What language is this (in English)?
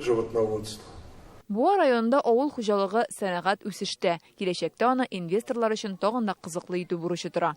Tatar